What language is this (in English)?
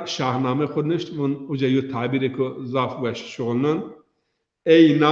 Zaza